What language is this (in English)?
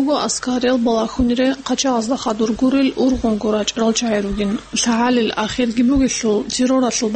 Avaric